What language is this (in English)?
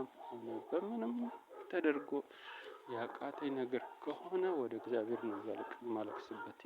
Amharic